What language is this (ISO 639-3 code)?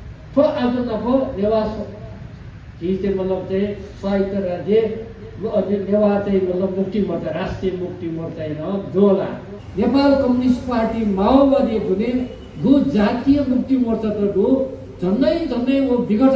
new